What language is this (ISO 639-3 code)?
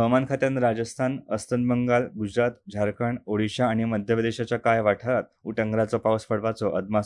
kok